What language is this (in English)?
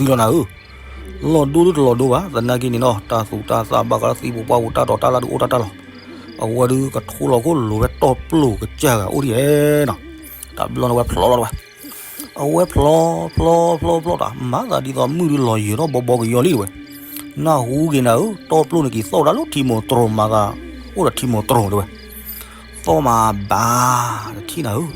S'gaw Karen